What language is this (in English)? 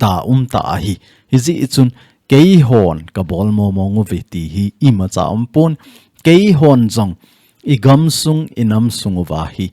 Thado Chin